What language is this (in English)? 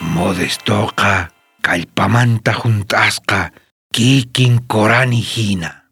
South Bolivian Quechua